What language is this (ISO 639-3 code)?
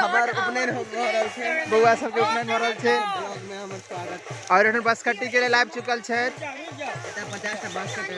mai